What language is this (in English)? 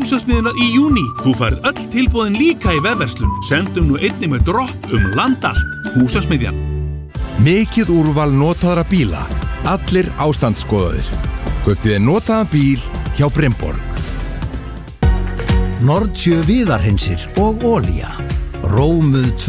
Icelandic